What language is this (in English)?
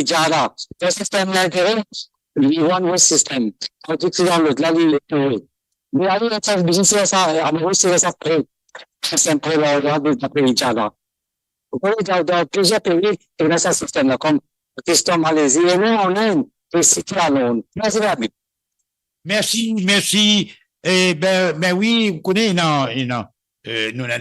Morisyen